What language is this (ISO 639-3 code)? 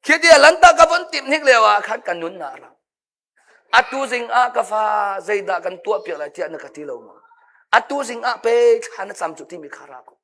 cnh